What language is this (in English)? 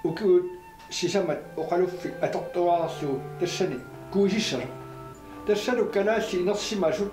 Kalaallisut